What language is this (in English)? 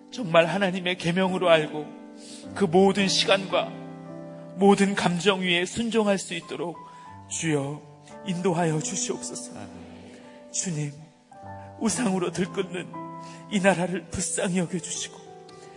Korean